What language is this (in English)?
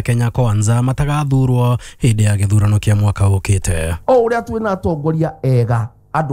Kikuyu